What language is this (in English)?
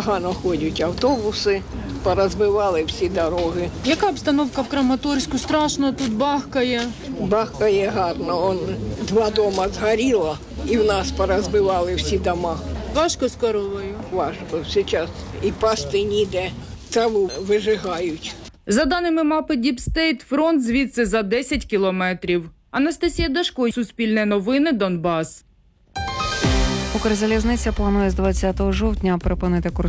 Ukrainian